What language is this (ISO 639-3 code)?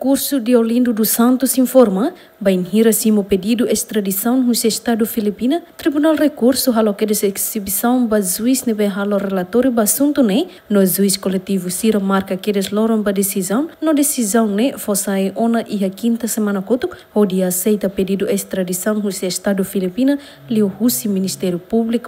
tet